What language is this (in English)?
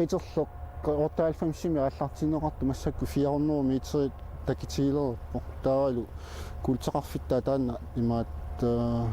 Kalaallisut